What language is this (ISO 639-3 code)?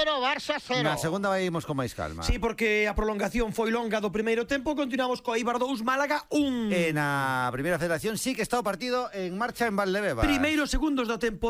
glg